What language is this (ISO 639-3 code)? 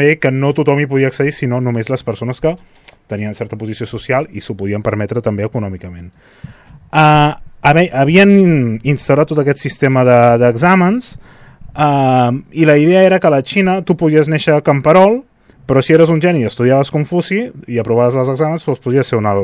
cat